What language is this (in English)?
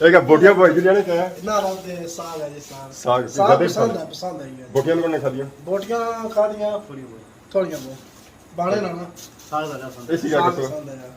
Pahari-Potwari